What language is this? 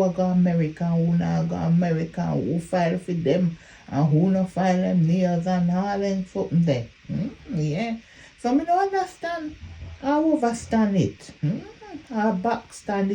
Jamaican Creole English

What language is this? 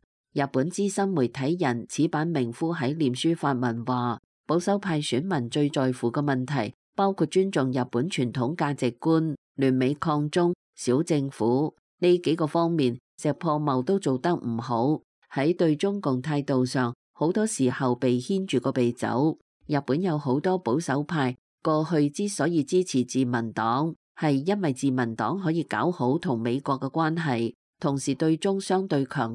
Cantonese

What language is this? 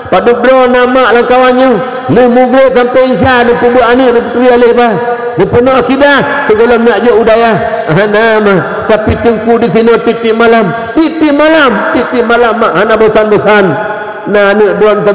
Achinese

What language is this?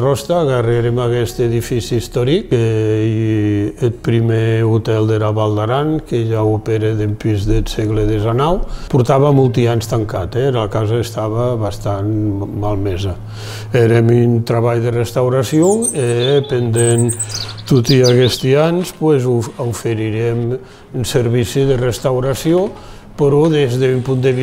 Occitan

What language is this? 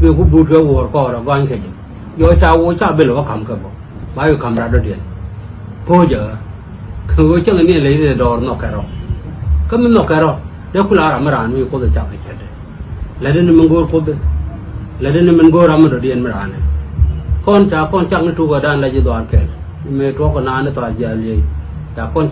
Nuer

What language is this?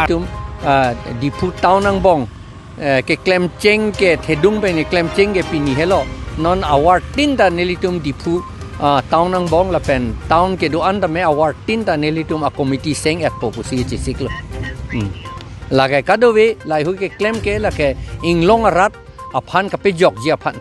Karbi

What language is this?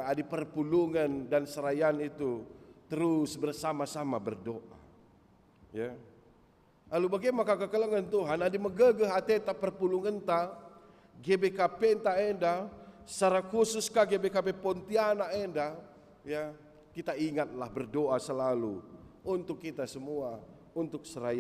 Batak Karo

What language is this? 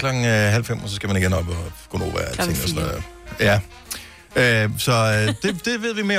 Danish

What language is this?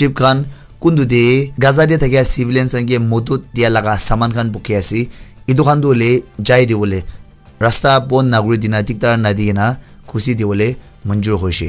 Naga Pidgin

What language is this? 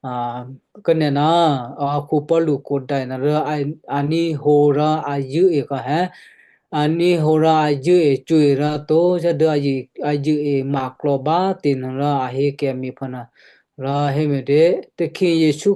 Western Kayah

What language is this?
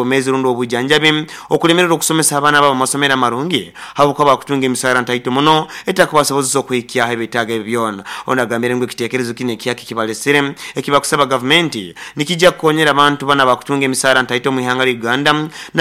Nyoro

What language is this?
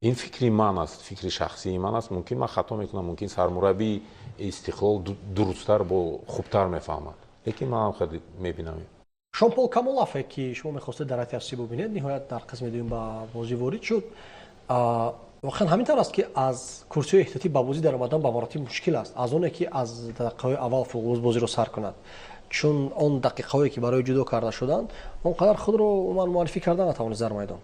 Tajik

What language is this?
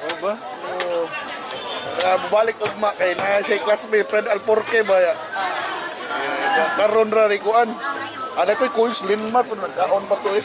Cebuano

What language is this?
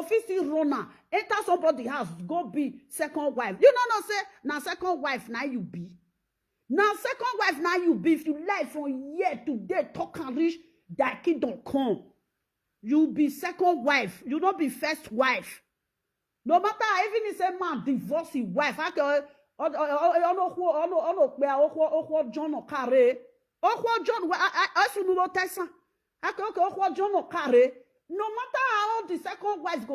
Nigerian Pidgin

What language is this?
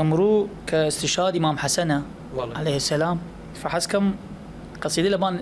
Southern Kurdish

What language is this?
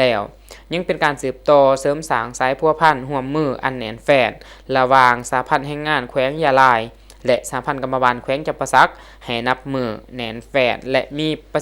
Lao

